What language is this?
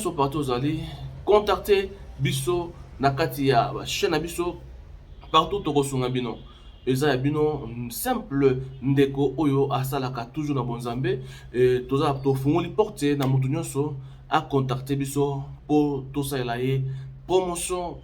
Lingala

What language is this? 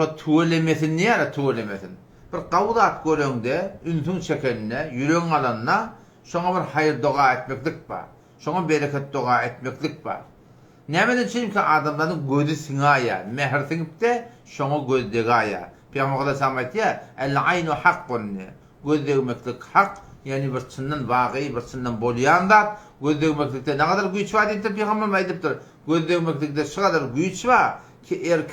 Turkmen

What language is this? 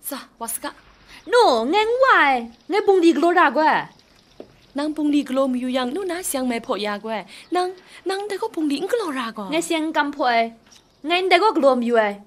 Kachin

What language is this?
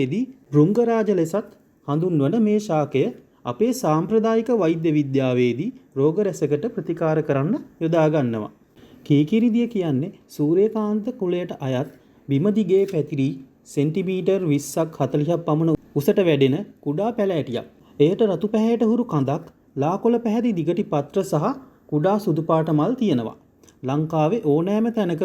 Sinhala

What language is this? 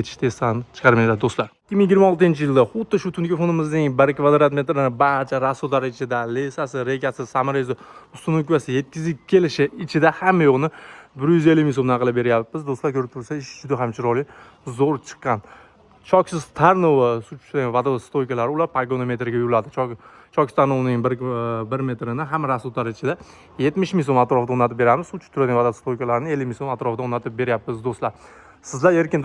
Uzbek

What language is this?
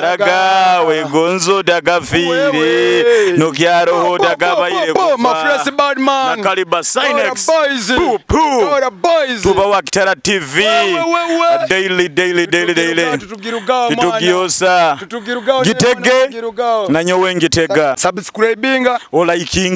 Nyoro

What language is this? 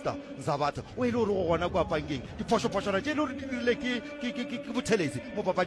Northern Sotho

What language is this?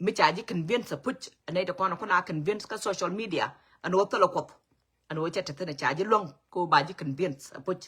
Nuer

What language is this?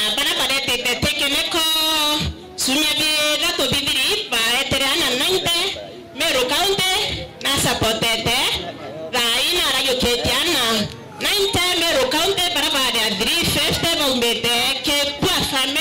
Meru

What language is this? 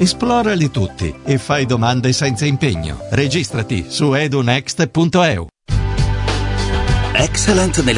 Italian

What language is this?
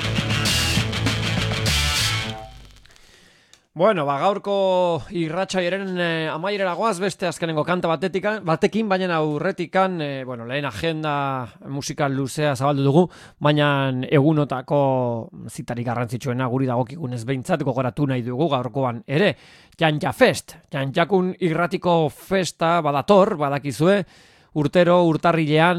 Basque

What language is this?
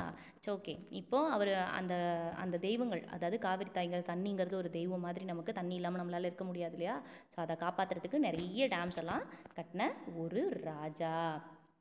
Tamil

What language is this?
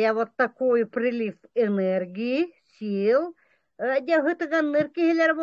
Yakut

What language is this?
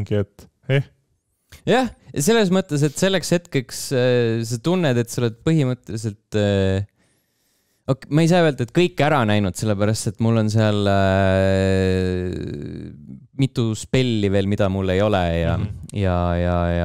Estonian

